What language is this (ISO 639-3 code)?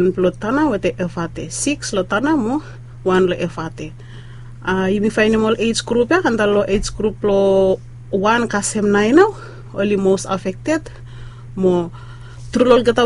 bis